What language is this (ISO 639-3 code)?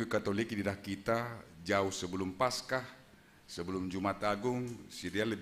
bts